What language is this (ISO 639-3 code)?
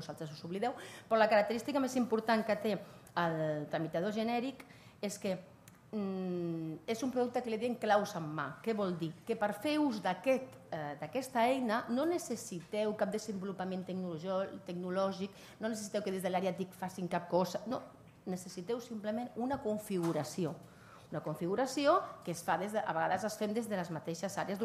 cat